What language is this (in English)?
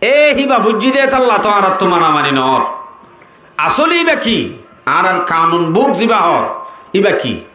Rohingya